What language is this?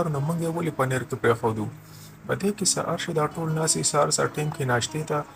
Pashto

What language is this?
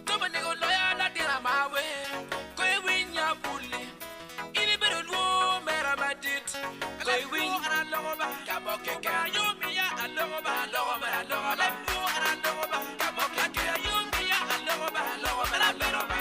Acoli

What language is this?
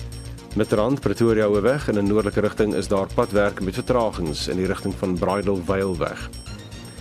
Afrikaans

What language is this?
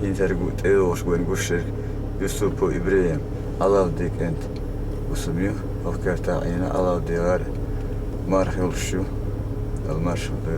Chechen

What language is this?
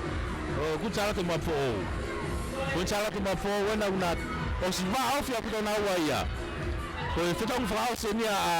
Tongan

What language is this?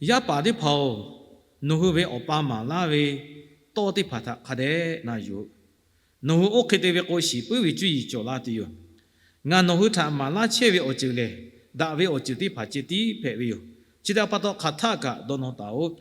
Lahu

